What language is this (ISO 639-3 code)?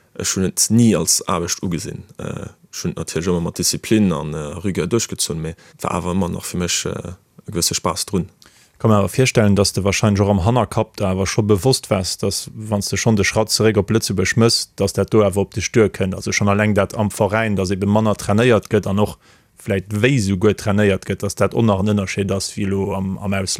ltz